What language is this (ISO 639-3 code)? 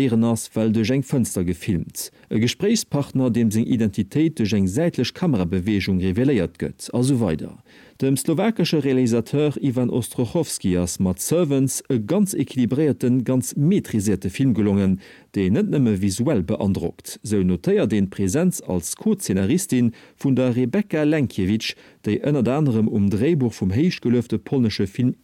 ltz